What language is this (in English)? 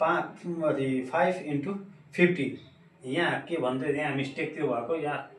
Nepali